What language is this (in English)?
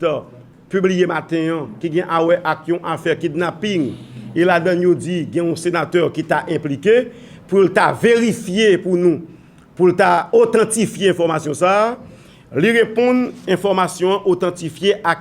Haitian Creole